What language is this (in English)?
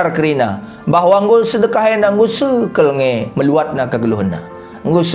Batak Karo